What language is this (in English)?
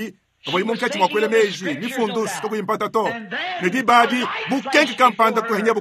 Luba-Lulua